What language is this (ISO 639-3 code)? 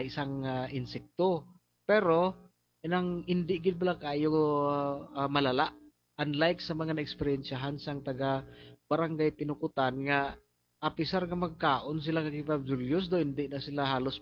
hil